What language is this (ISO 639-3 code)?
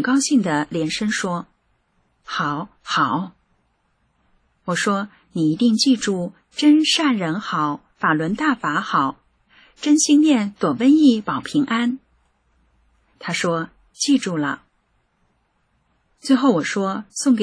zho